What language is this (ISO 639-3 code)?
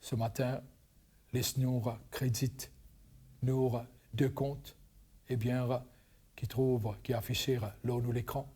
mfe